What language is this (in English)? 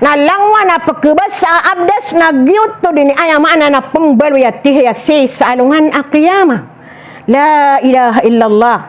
Maranao